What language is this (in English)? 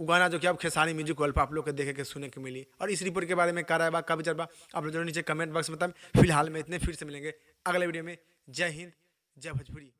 Bhojpuri